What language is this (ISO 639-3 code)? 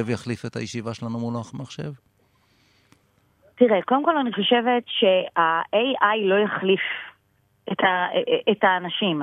heb